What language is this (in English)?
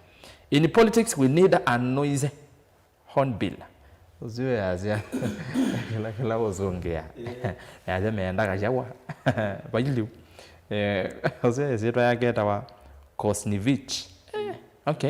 Kamba